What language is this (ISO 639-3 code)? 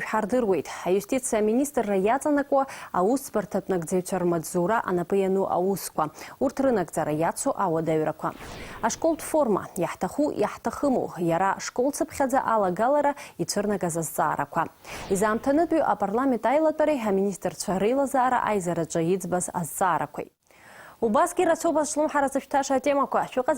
abk